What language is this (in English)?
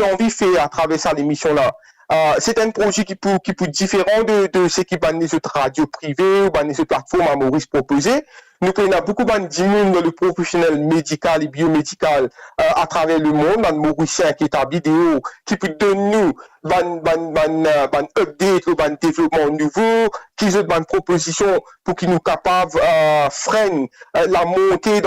Morisyen